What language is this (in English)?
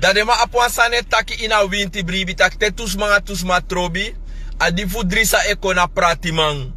Sranan Tongo